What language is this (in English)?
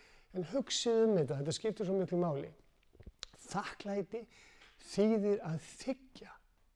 Icelandic